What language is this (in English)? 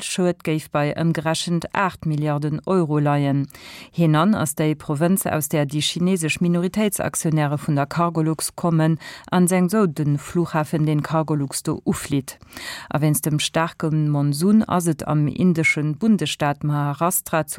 Luxembourgish